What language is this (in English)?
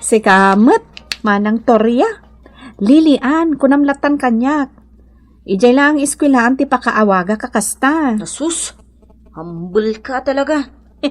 Iloko